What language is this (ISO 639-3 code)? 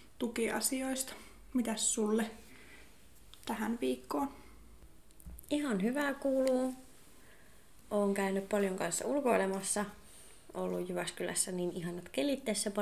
fin